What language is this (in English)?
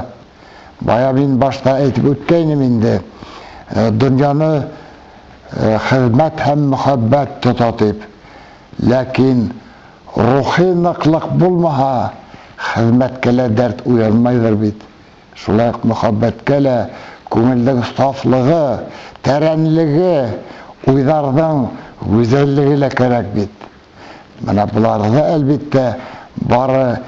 Bashkir